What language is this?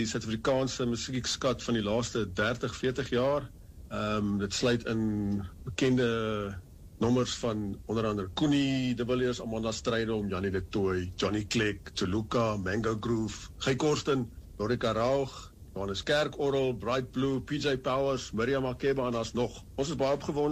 Afrikaans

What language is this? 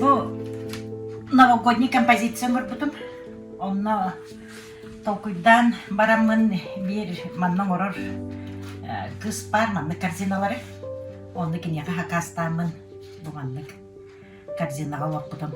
Yakut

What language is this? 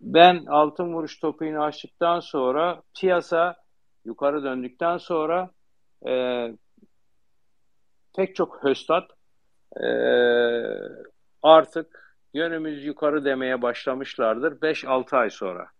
Turkish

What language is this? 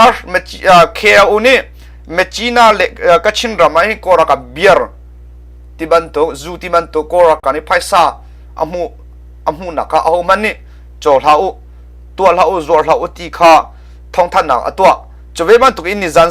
Hakha Chin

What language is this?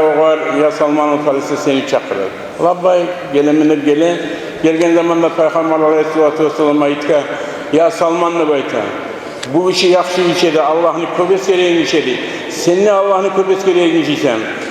Kumyk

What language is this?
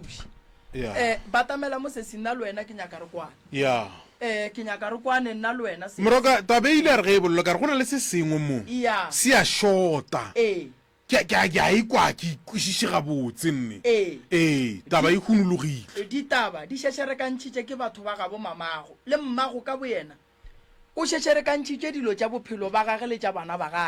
Northern Sotho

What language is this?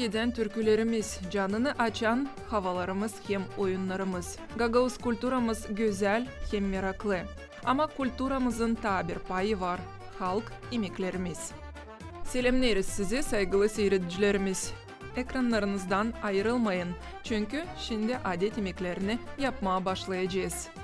Gagauz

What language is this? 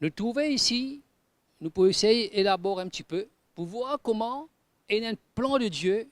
Morisyen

